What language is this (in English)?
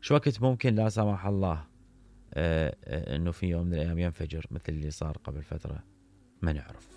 Mesopotamian Arabic